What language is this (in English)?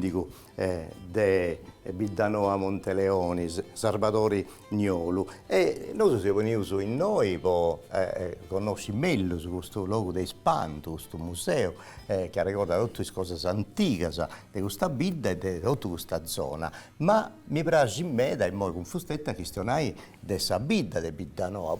Sardinian